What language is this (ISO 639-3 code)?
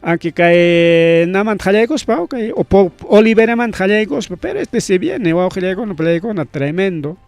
quy